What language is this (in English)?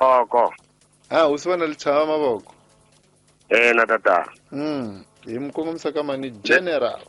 Tsonga